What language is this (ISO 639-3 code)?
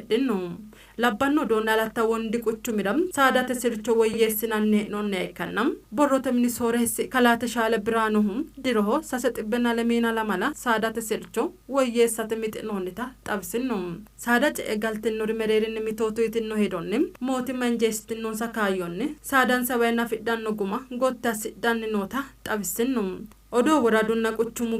sid